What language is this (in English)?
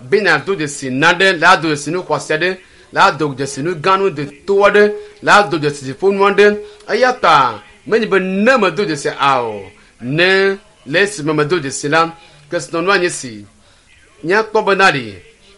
Ewe